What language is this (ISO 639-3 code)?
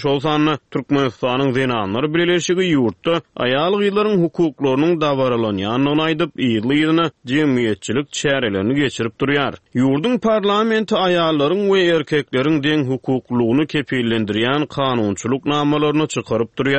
tuk